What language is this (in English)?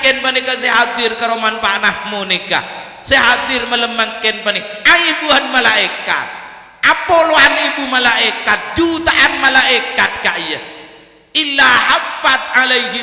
Madurese